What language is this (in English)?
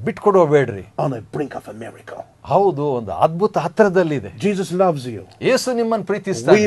Kannada